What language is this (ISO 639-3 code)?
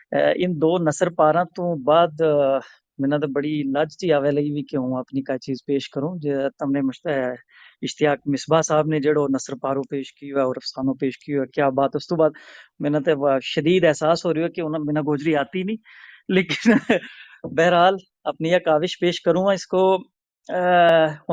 gju